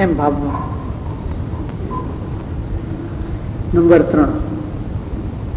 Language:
Gujarati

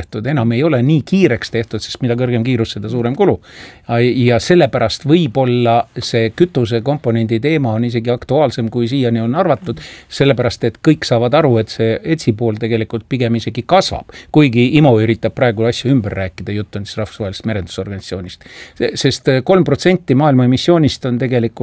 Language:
Estonian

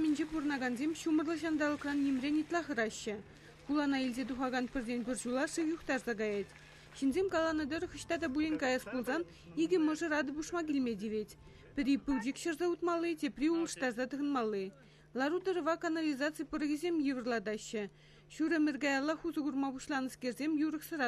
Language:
Chuvash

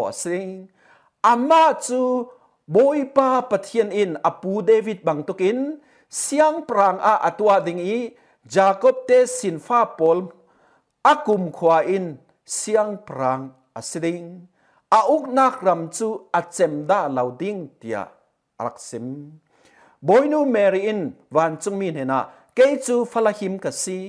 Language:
Falam Chin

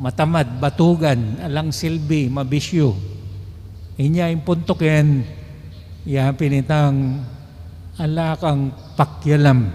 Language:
Pampanga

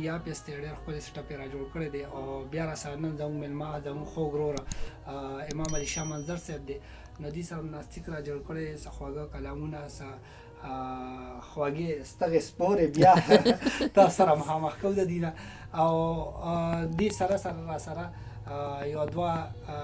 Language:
Pashto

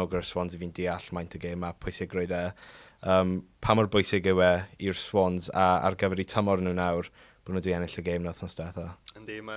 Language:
Welsh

